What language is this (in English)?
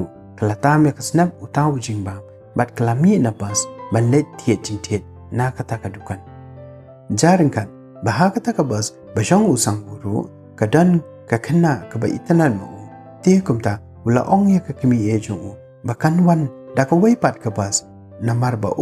Khasi